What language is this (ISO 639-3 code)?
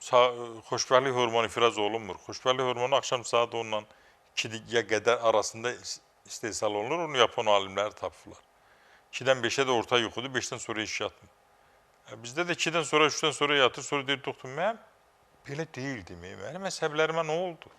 aze